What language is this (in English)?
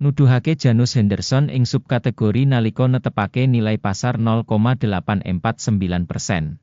Javanese